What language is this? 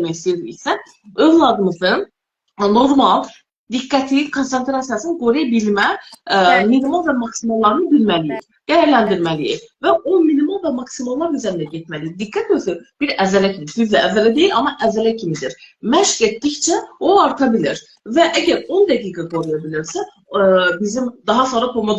Azerbaijani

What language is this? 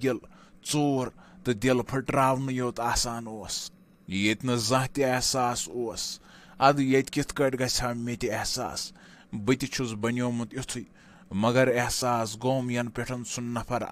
Kashmiri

